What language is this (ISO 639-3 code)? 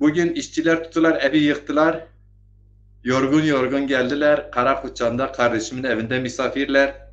zza